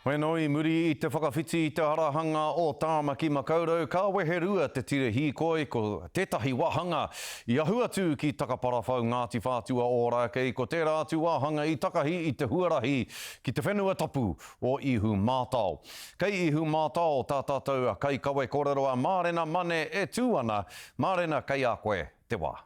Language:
Māori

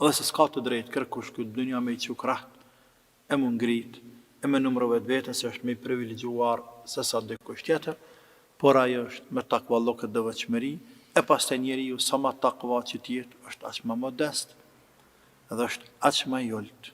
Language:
Albanian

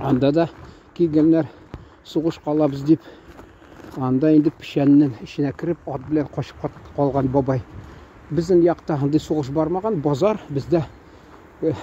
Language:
Tatar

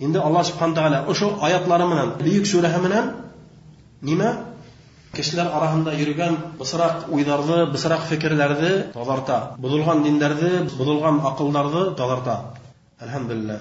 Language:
Bashkir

